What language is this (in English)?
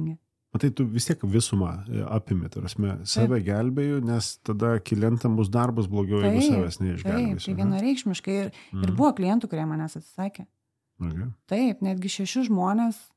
Lithuanian